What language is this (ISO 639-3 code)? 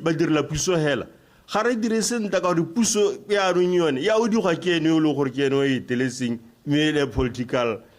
tsn